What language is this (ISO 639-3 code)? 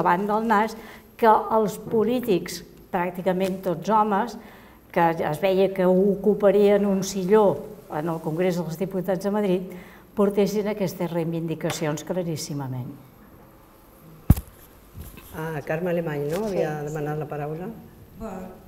cat